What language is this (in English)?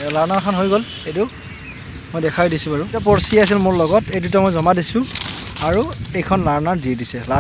Assamese